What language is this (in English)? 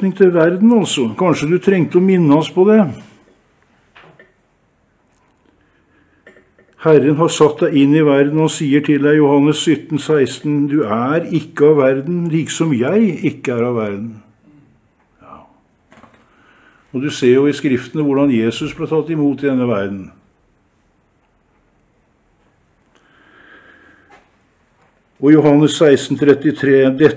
Norwegian